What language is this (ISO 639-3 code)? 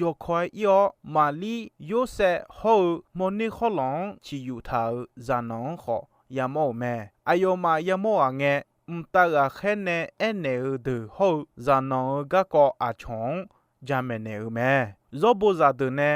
ahk